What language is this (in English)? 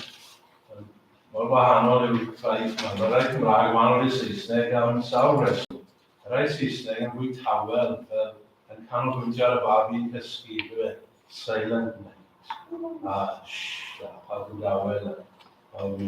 Welsh